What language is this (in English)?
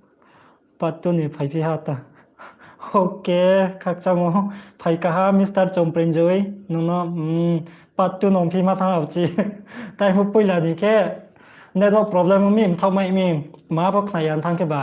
Riang (India)